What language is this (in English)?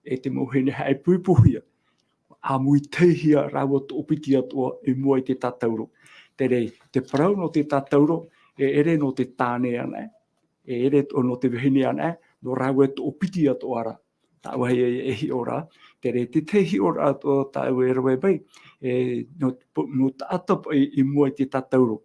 Tahitian